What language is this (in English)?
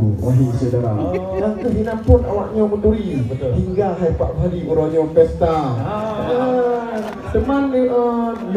Achinese